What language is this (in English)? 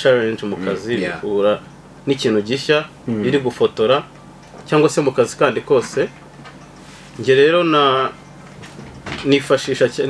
Kinyarwanda